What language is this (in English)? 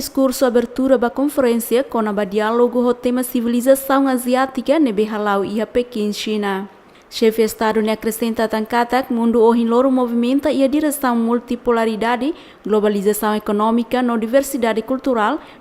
Tetum